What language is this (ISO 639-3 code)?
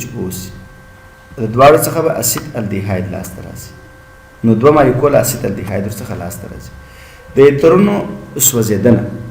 pus